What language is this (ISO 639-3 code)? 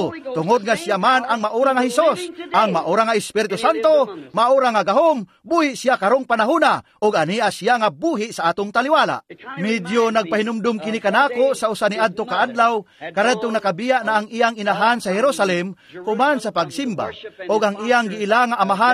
ceb